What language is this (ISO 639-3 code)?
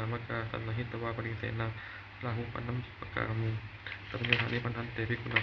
pli